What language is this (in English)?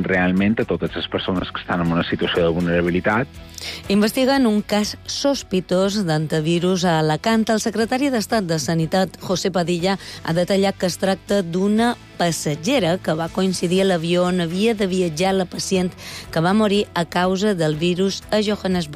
Catalan